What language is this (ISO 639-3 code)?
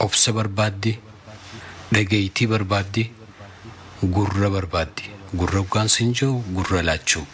orm